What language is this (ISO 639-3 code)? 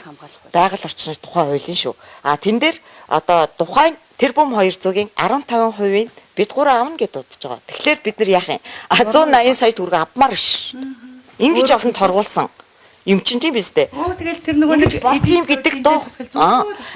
mon